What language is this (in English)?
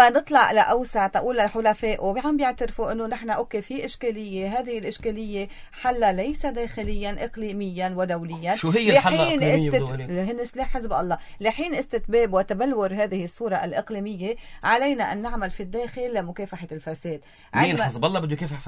North Levantine Arabic